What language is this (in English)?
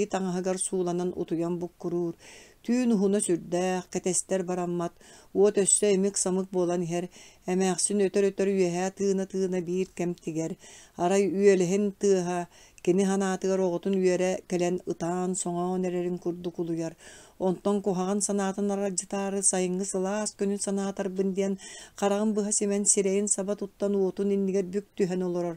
Yakut